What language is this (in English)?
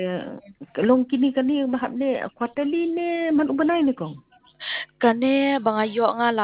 Khasi